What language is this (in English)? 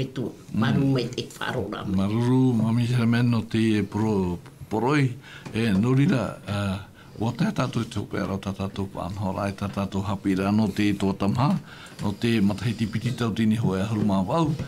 Tahitian